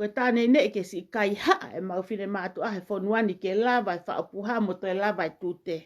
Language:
Tongan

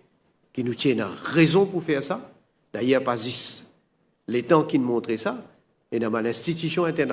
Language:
Morisyen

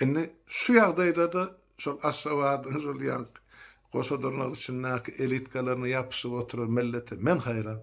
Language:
Turkmen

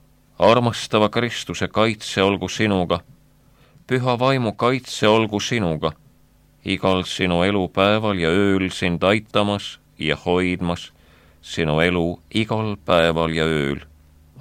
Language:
Estonian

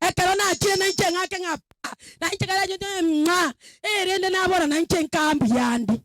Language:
Gusii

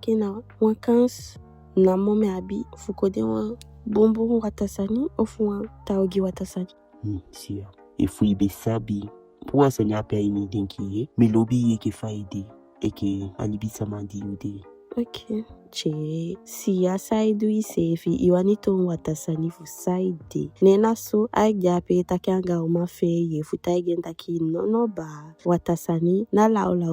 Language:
Eastern Maroon Creole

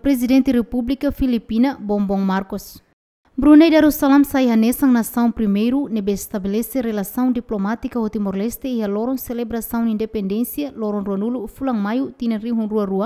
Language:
Tetum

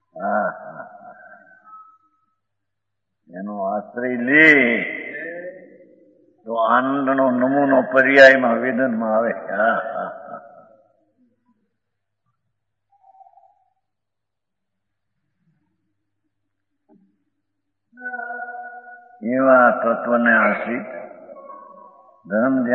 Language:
Gujarati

